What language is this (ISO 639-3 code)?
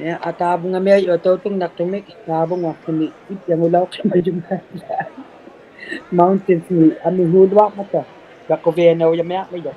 iku